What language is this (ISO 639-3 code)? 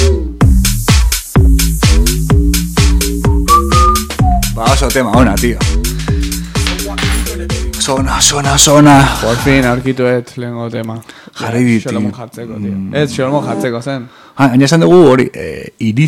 eus